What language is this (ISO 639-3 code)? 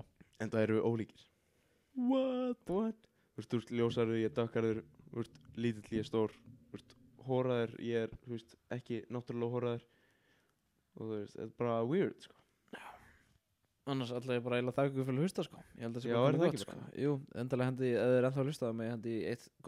isl